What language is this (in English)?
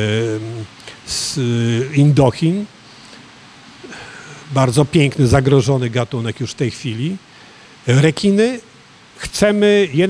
Polish